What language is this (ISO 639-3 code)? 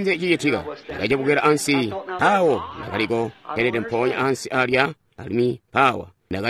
toi